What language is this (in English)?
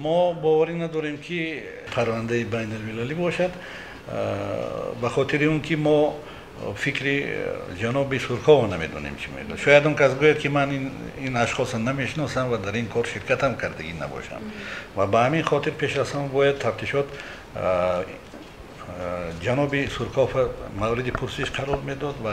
Tajik